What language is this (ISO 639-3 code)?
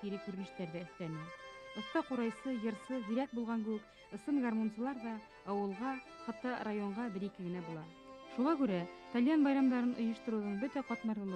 bak